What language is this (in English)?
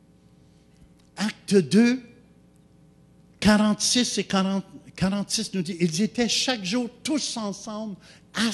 French